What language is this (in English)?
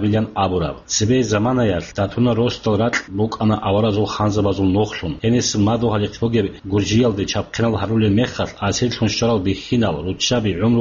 Avaric